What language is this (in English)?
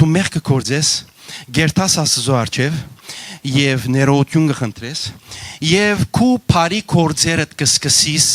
Western Armenian